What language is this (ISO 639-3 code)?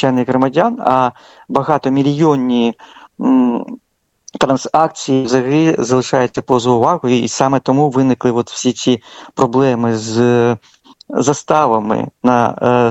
ukr